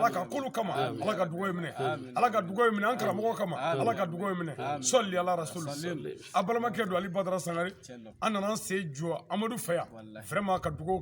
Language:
Bambara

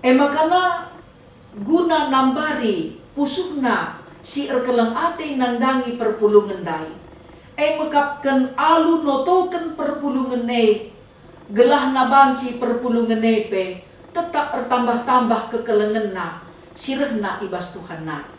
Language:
Batak Karo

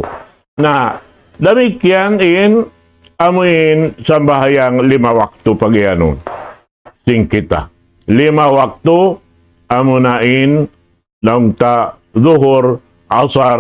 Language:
Tausug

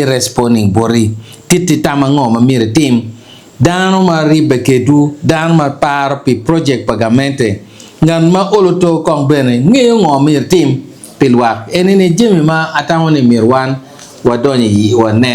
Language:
Acoli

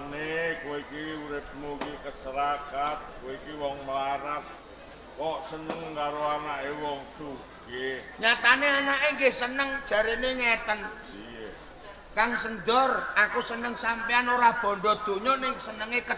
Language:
Javanese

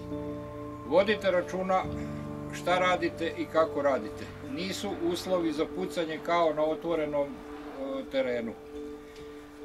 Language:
Serbian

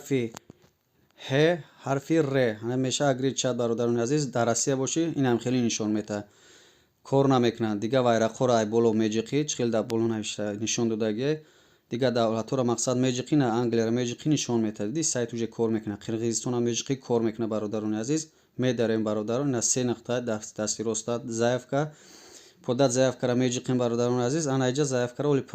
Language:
Tajik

